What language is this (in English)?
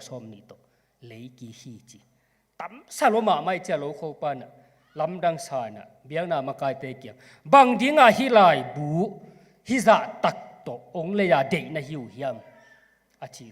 Tedim Chin